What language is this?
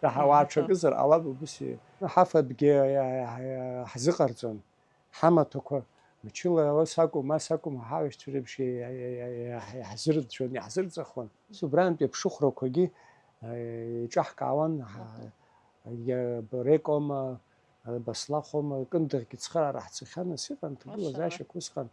Abkhazian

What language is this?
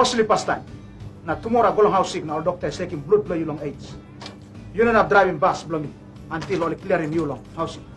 Tok Pisin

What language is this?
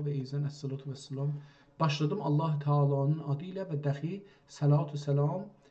South Azerbaijani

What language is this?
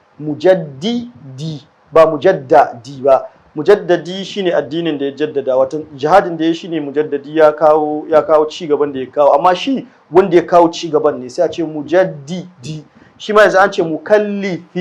Hausa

